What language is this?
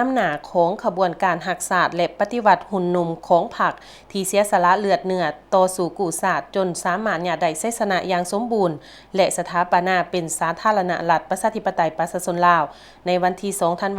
Lao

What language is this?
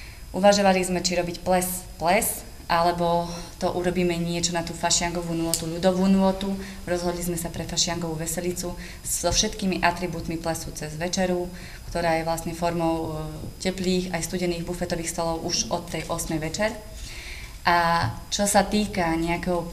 Slovak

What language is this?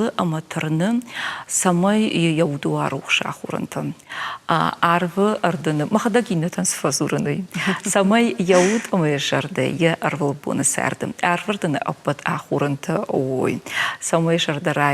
Ossetic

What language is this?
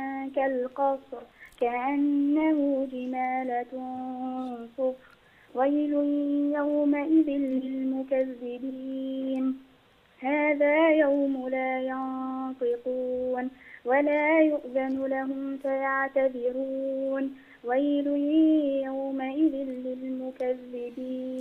Egyptian Arabic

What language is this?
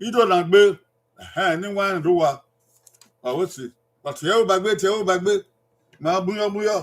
Bini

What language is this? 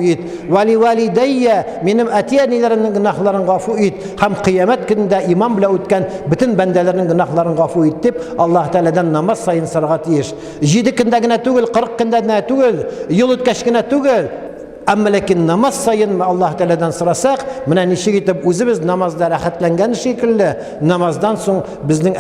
Tatar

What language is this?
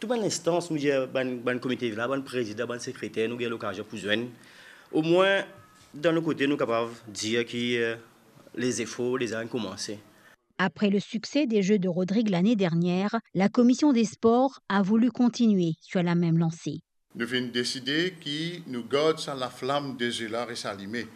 Morisyen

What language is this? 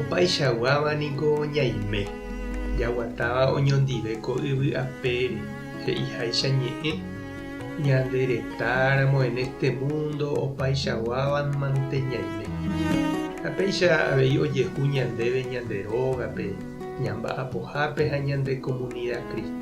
Guarani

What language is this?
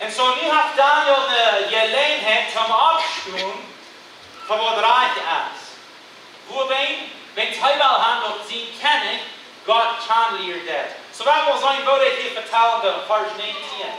Plautdietsch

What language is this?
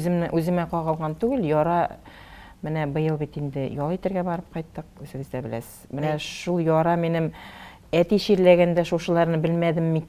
Tatar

